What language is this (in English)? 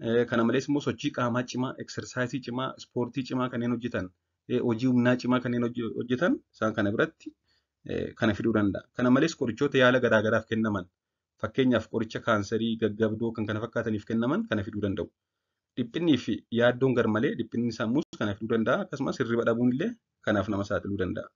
Oromo